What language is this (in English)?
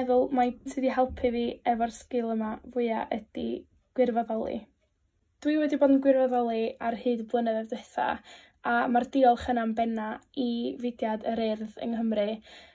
Welsh